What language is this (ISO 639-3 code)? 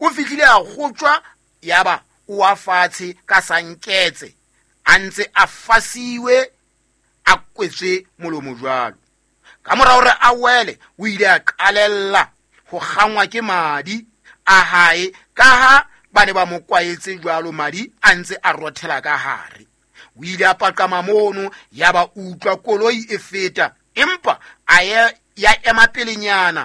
sot